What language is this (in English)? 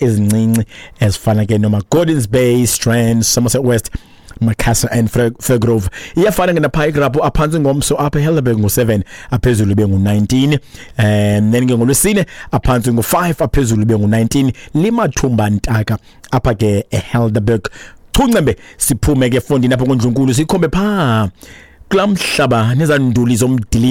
Xhosa